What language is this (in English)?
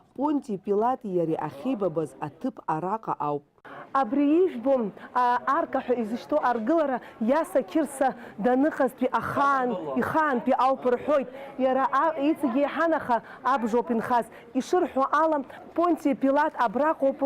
Abkhazian